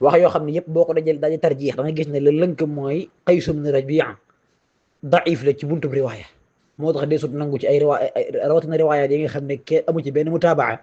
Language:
Wolof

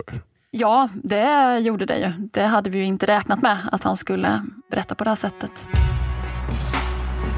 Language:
Swedish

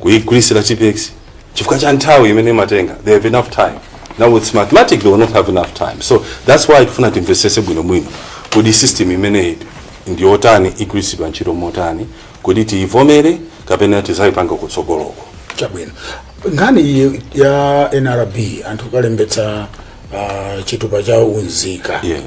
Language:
Nyanja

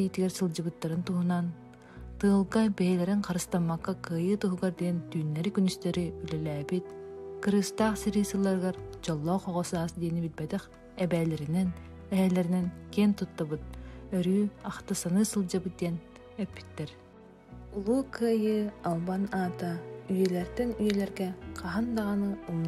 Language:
Yakut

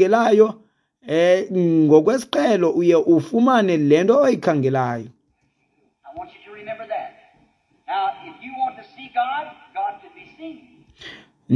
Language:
Xhosa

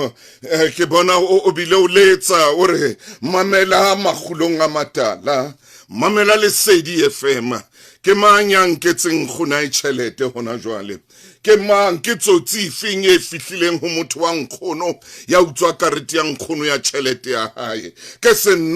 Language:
Southern Sotho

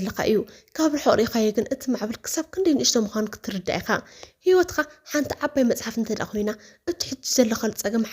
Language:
Tigrinya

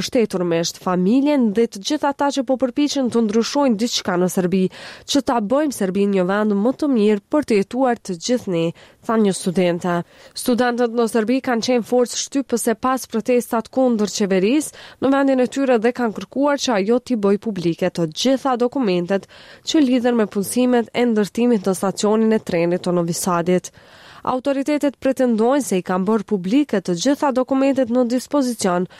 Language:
Albanian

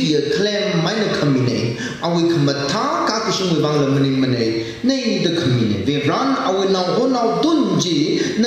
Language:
Tangkhul Naga (India)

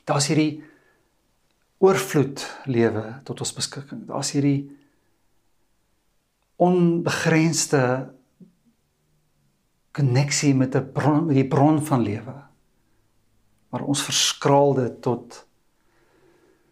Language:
Afrikaans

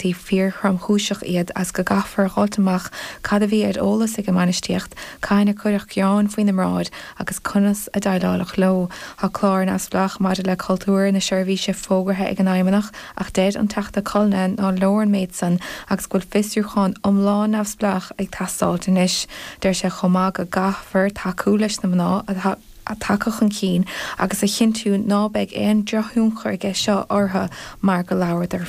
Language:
Irish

